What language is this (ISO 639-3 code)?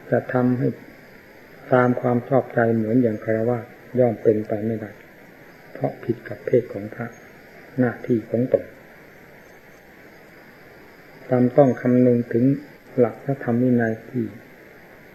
tha